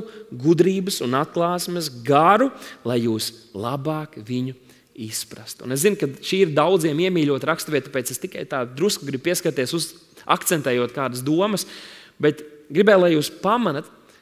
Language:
Latvian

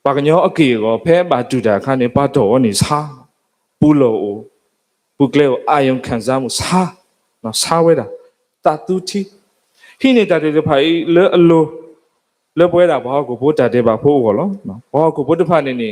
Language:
S'gaw Karen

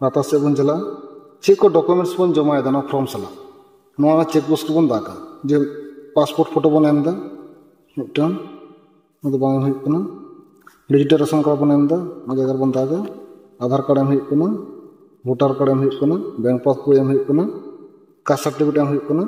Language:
Santali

